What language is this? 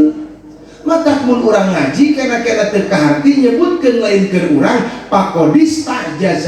Sundanese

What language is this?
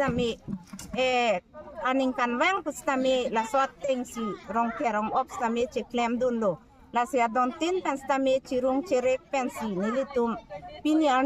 Karbi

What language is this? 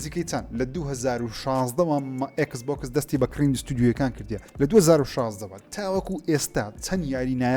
Central Kurdish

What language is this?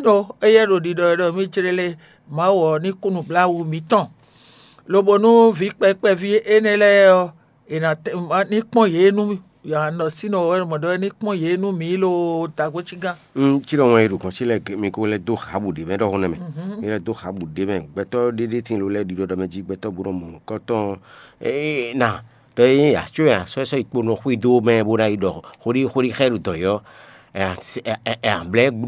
Fon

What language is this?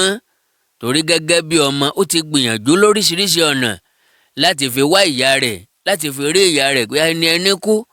Yoruba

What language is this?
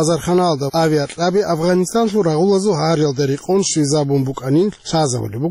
Avaric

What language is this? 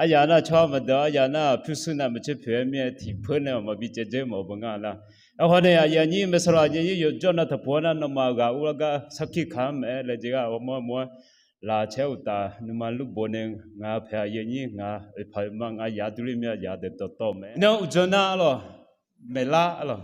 Akha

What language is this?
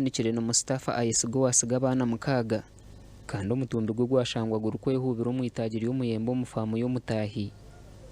Nyankole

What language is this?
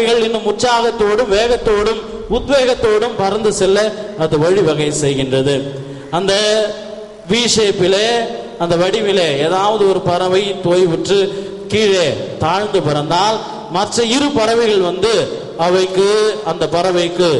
Tamil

